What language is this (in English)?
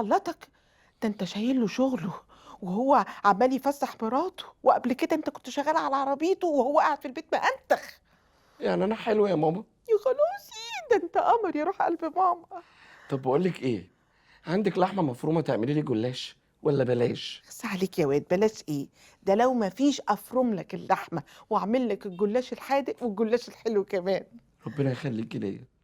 Egyptian Arabic